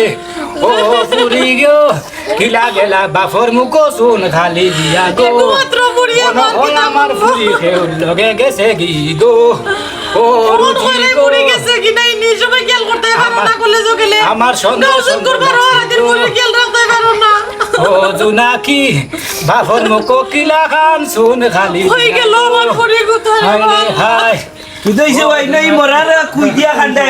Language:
Sylheti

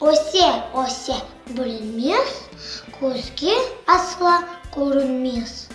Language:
Crimean Tatar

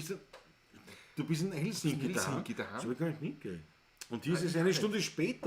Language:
Bavarian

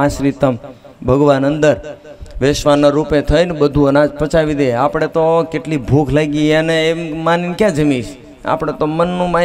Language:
Gujarati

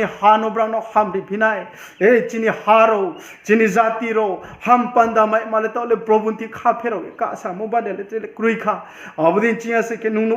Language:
Riang (India)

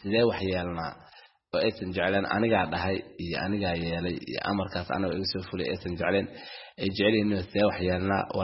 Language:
Somali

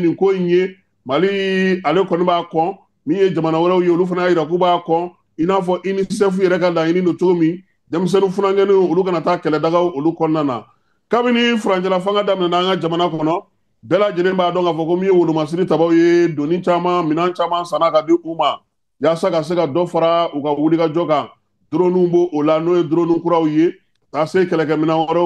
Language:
Bambara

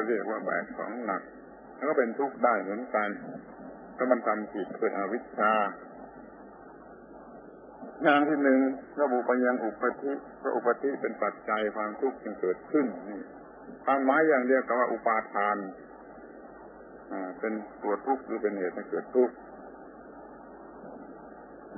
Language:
Thai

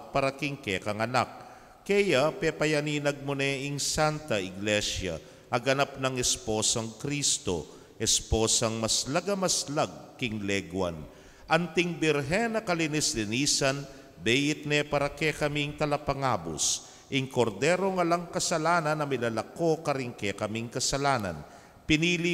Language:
Pampanga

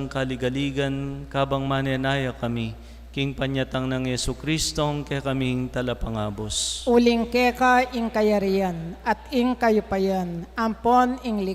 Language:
Pampanga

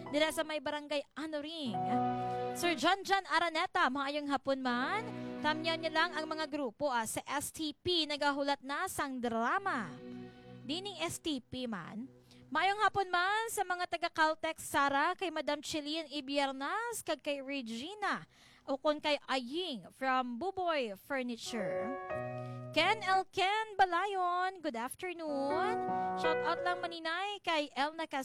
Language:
Hiligaynon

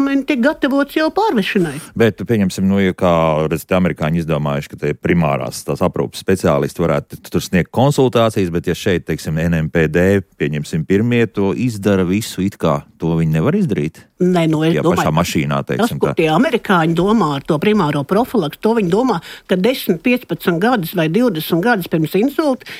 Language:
Latvian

